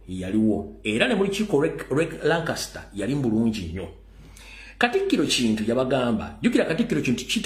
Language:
Ganda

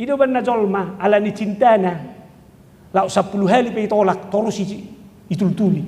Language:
Batak Toba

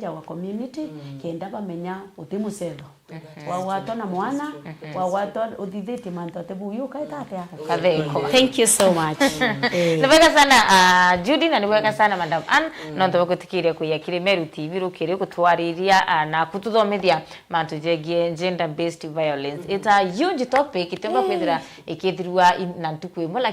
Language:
Meru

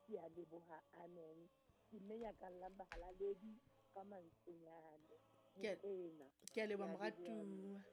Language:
Southern Sotho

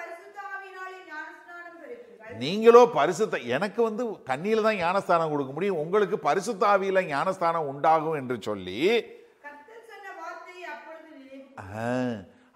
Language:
Tamil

